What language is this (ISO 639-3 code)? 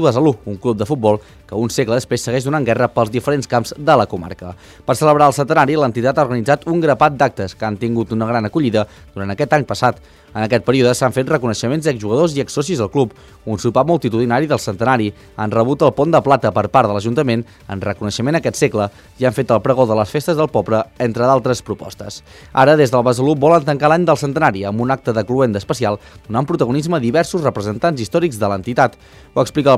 cat